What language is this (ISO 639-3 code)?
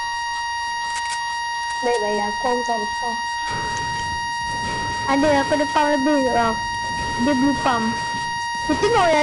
msa